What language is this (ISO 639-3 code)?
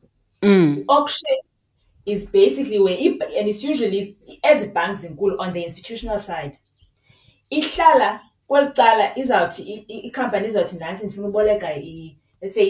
xho